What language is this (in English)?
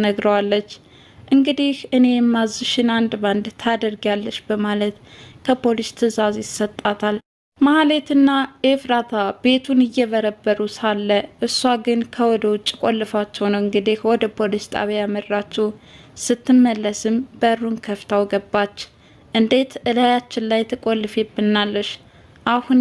Amharic